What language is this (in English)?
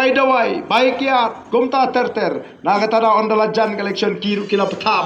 Khasi